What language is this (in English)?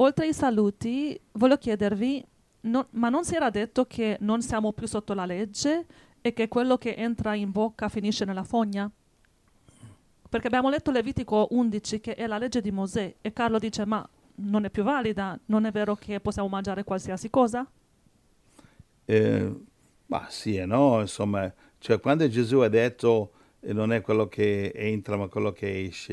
Italian